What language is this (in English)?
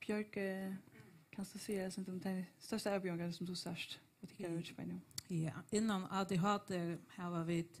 Faroese